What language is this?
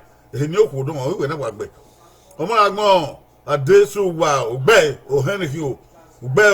Bini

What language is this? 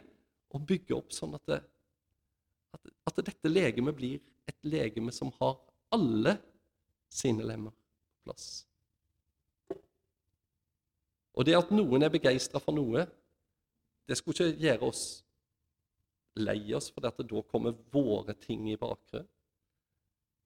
Norwegian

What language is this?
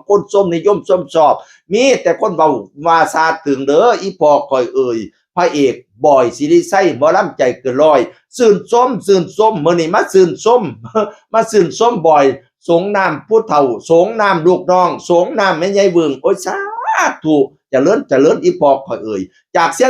Northeastern Thai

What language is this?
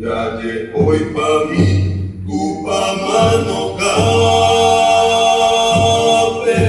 Guarani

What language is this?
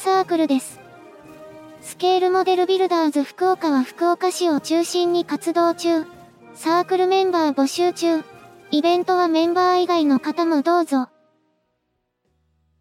Japanese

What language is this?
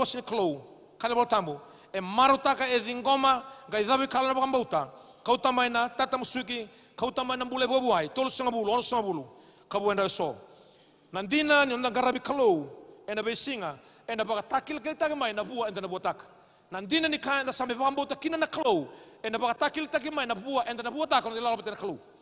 Fijian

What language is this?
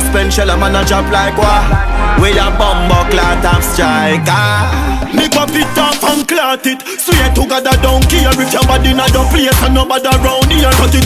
Jamaican Creole English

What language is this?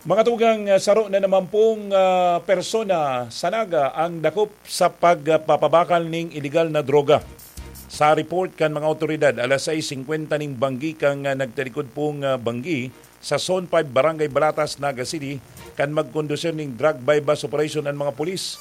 Bikol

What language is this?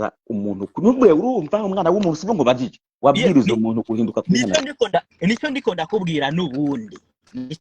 Rundi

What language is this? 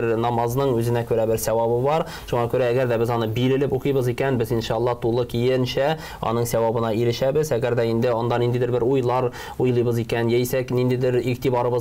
Tatar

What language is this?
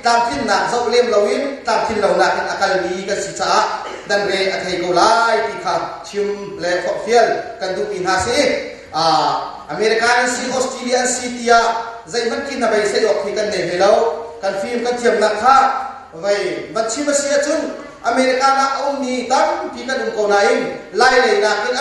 Hakha Chin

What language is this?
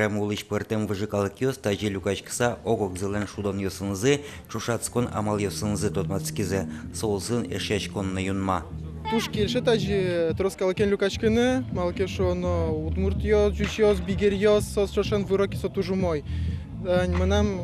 Udmurt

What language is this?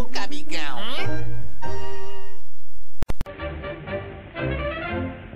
Portuguese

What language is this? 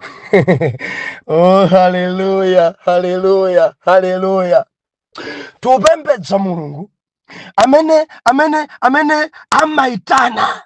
Nyanja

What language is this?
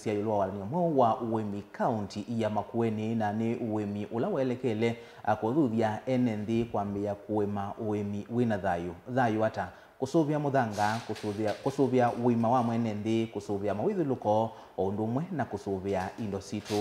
Kamba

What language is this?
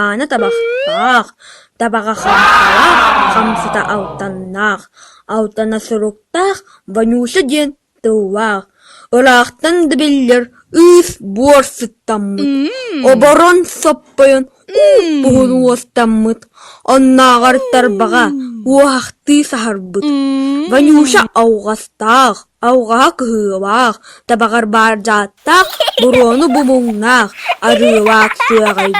Yakut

